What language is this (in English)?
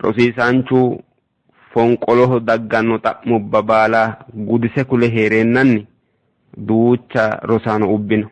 Sidamo